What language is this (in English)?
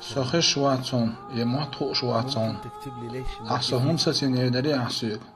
Chechen